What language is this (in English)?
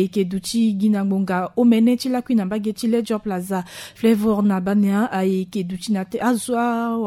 Sango